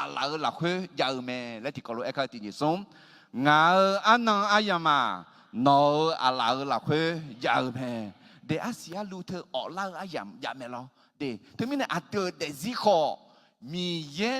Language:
Akha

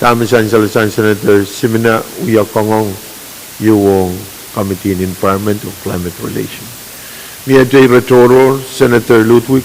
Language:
Pohnpeian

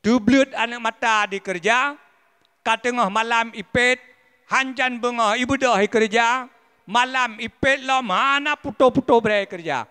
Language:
Achinese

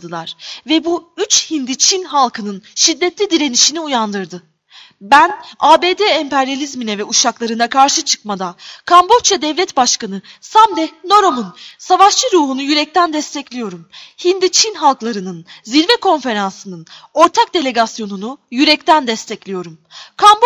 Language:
Turkish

